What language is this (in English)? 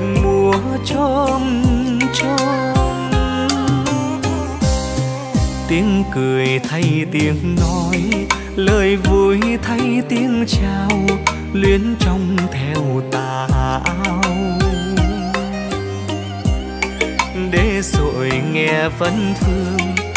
Vietnamese